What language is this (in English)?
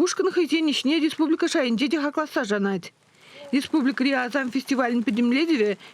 Chuvash